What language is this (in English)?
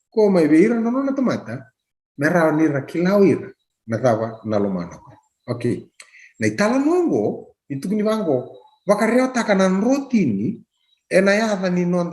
Fijian